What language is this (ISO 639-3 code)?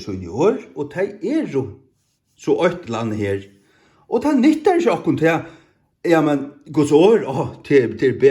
fao